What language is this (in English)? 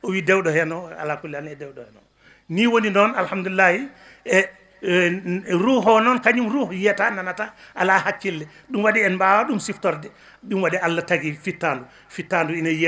Fula